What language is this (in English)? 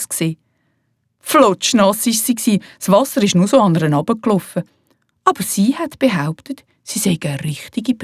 Swiss German